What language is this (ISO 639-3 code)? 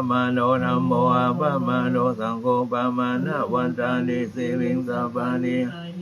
pli